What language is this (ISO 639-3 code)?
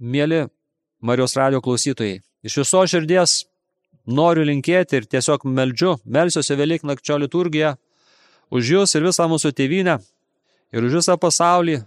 lit